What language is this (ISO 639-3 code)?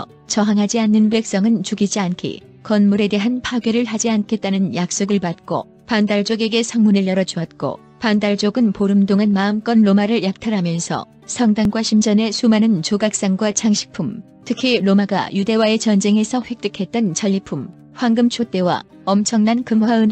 kor